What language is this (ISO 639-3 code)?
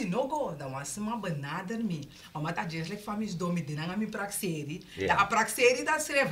srn